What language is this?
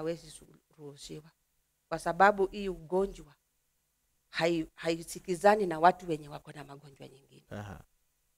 Swahili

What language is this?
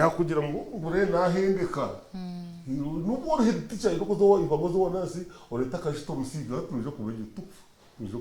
Nyankole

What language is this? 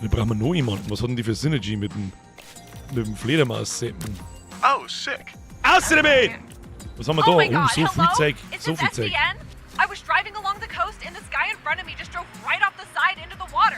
Bavarian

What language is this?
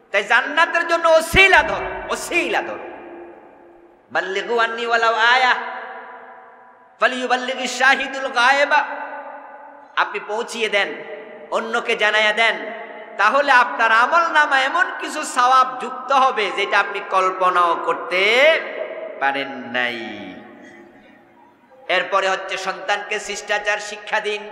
Bangla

